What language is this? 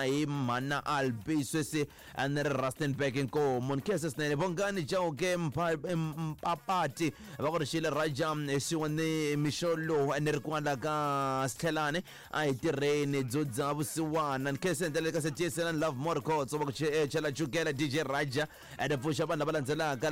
Tsonga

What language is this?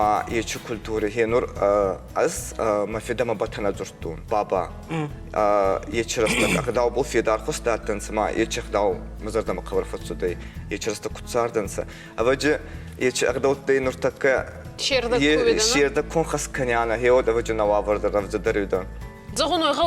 Ossetic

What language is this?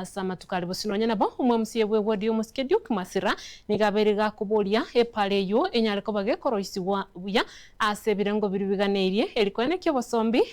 Gusii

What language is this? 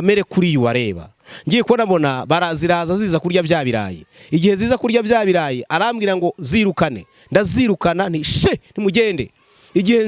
Kinyarwanda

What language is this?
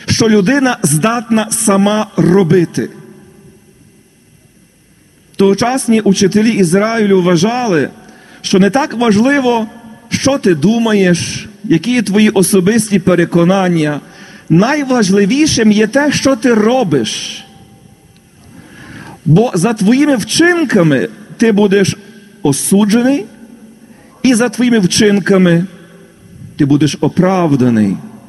Ukrainian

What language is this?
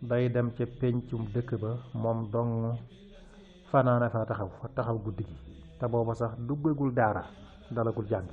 Wolof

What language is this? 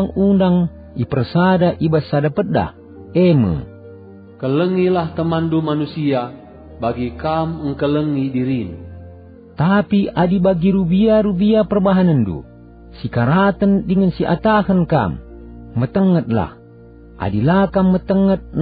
Batak Karo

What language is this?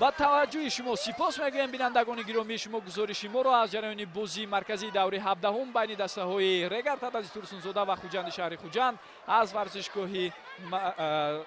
Tajik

